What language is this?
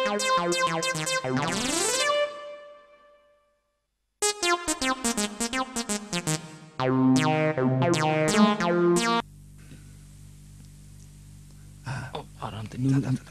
Haryanvi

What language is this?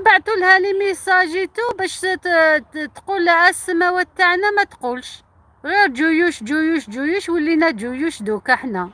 Algerian Arabic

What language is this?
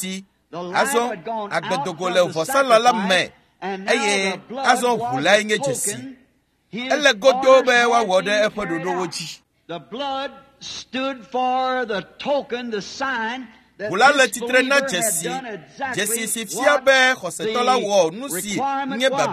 Ewe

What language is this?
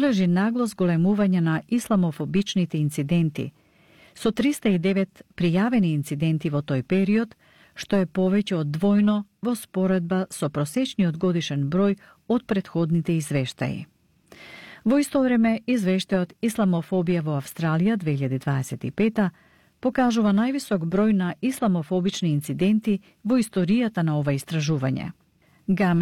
Macedonian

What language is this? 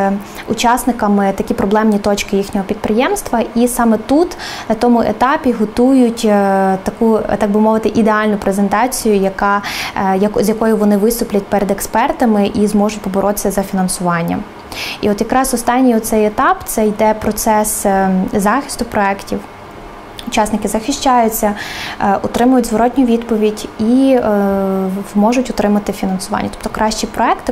Ukrainian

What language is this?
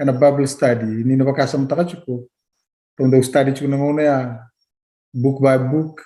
Fijian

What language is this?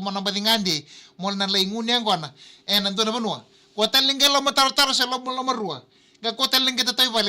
Fijian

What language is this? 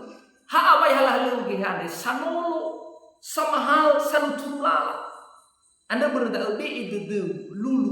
Nias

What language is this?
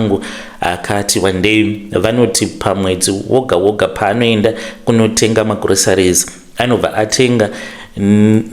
Shona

